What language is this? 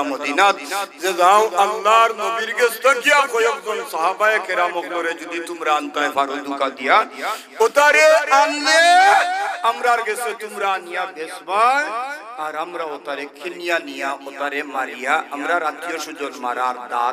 Sylheti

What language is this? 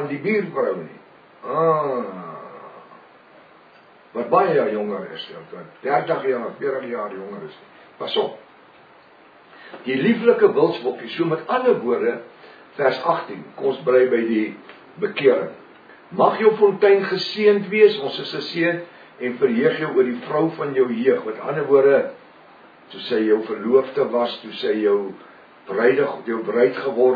Afrikaans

